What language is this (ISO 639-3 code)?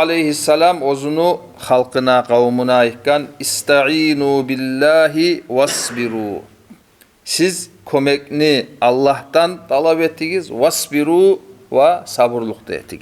kum